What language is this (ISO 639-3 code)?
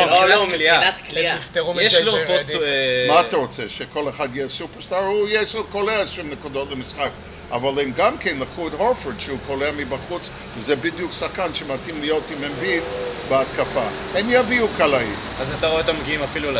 heb